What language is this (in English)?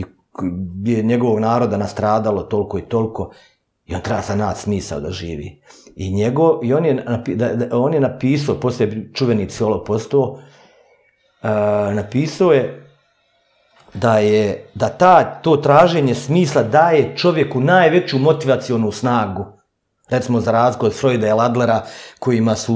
Bosnian